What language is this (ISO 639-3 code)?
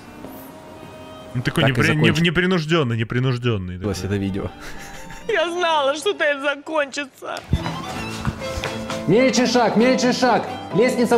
rus